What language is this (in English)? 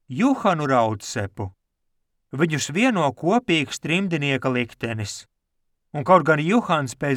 Latvian